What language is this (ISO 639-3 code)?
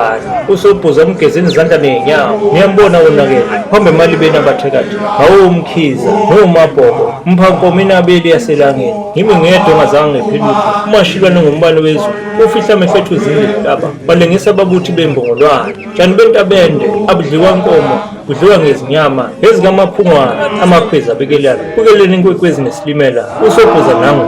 zul